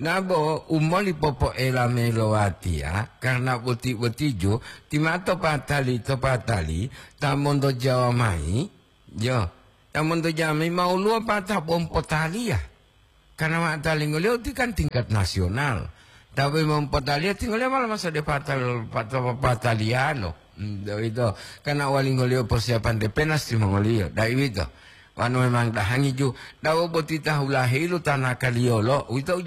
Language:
Gorontalo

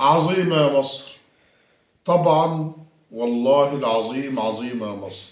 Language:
Egyptian Arabic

